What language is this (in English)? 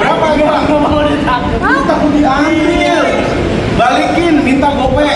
Betawi